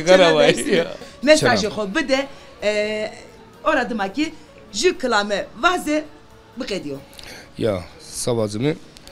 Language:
Zaza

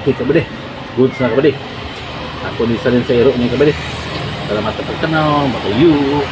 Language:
Cebuano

